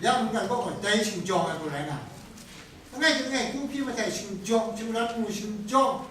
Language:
Kachin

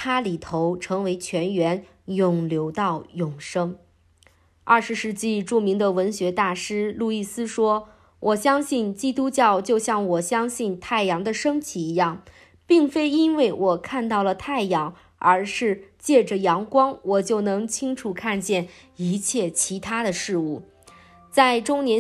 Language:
Chinese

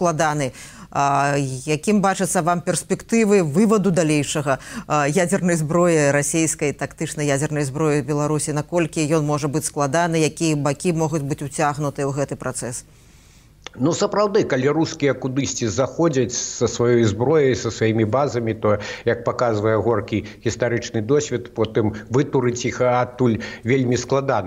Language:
Belarusian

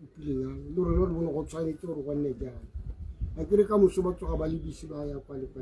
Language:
Tswana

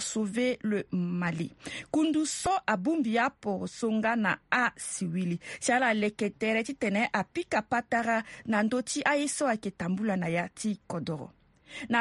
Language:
Sango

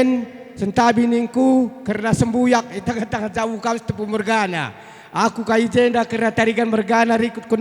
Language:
Batak Karo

